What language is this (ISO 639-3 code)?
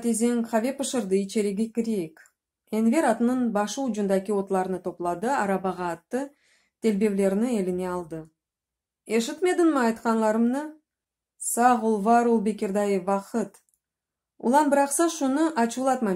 crh